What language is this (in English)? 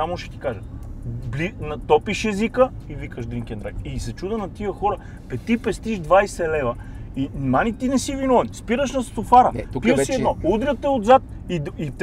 Bulgarian